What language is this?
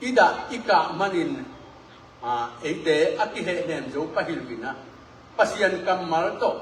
Tedim Chin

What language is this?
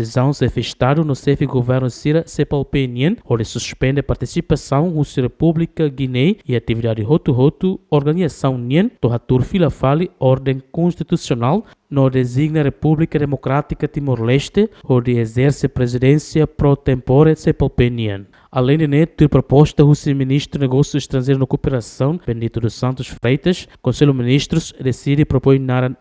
Tetum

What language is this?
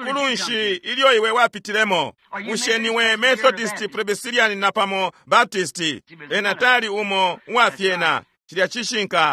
Bemba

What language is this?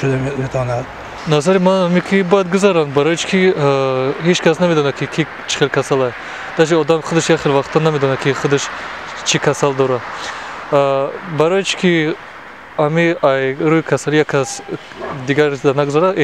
Tajik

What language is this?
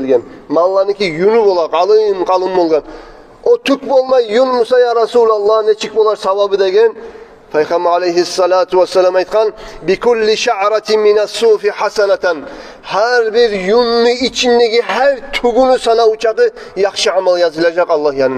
Kumyk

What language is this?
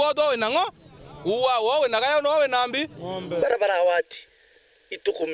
Meru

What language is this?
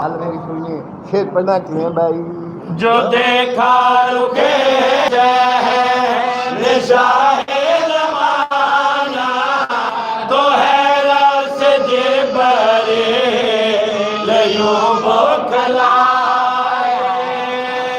Saraiki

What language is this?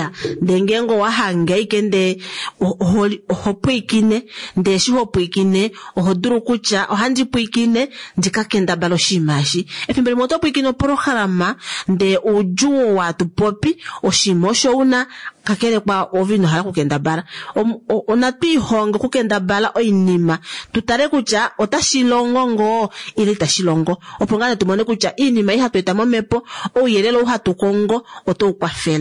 Kuanyama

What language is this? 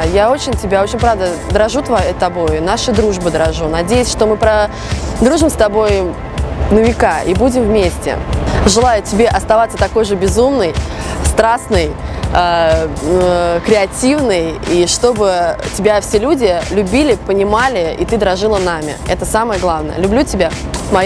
Russian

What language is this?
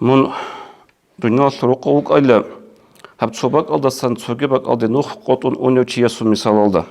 Avaric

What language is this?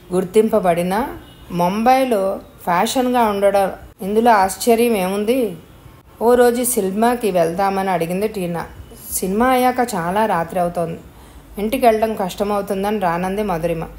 Telugu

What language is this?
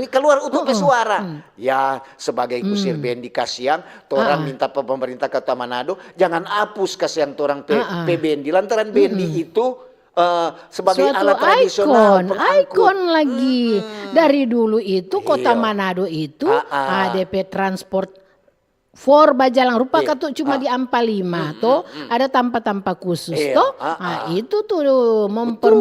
Manado Malay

